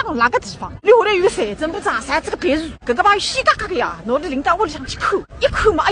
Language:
Wu Chinese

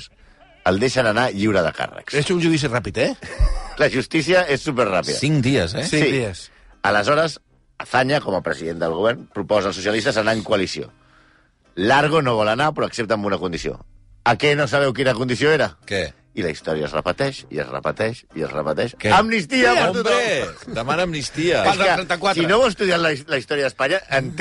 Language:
Catalan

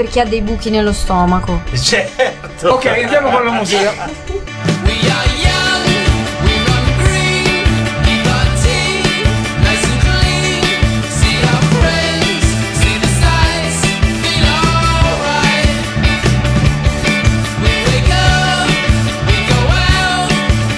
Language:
Italian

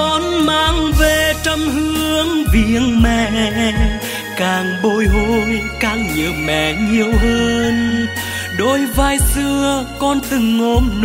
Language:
Vietnamese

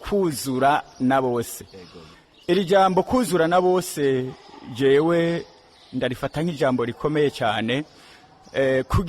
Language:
Rundi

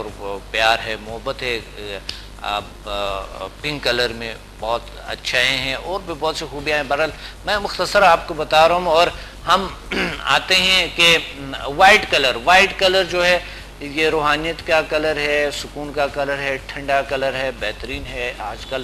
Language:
Urdu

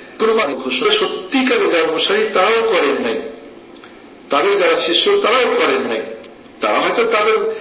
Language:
Bangla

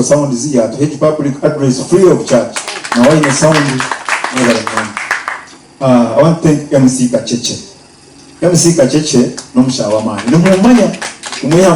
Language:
Nyankole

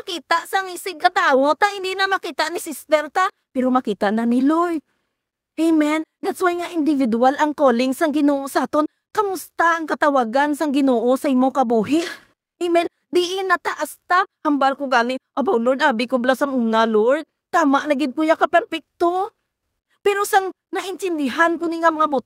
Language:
Hiligaynon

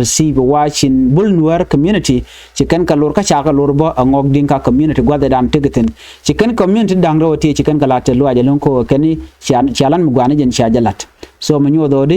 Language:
Nuer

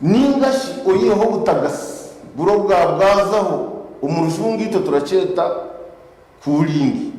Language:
Nyankole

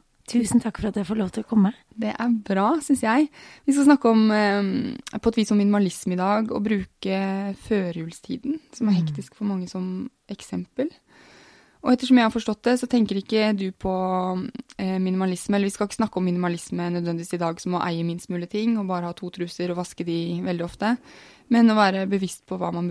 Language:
Norwegian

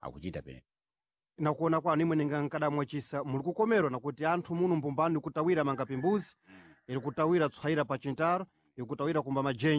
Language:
Sena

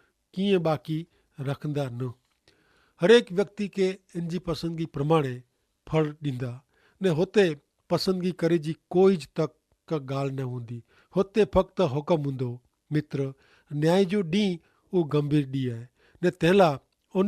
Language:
Kachhi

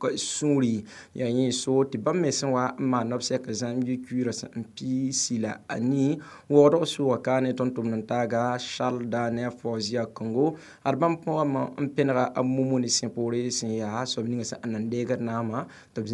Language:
Mossi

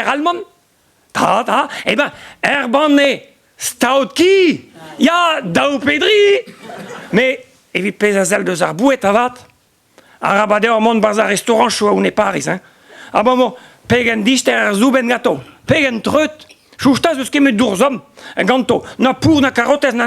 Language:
Breton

